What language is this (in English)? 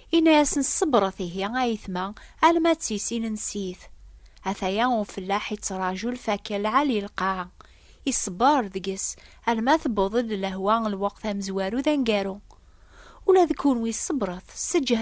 Kabyle